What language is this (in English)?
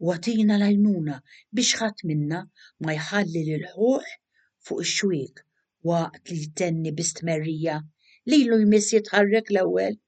Maltese